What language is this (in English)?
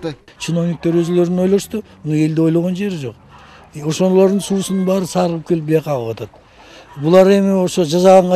Kyrgyz